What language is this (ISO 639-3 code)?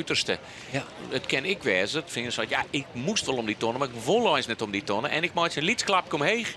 fry